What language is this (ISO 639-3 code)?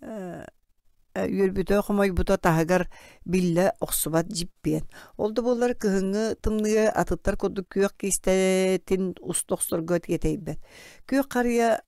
sah